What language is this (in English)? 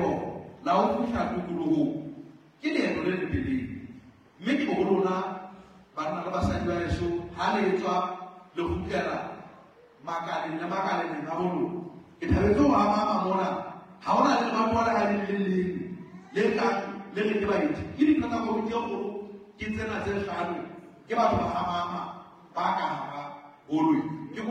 Southern Sotho